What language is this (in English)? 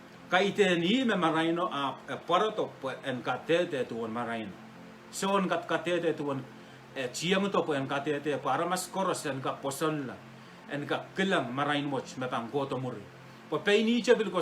Pohnpeian